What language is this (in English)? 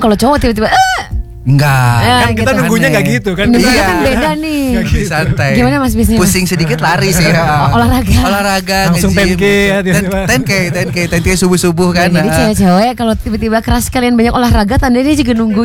Indonesian